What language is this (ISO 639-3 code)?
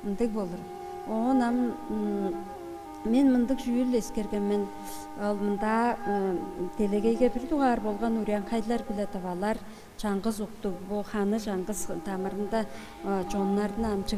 tyv